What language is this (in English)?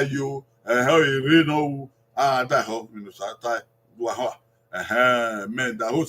Bini